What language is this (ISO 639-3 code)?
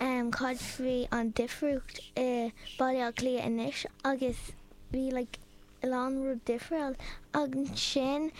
gle